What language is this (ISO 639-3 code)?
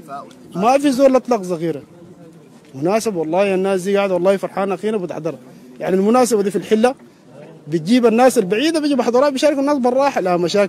apd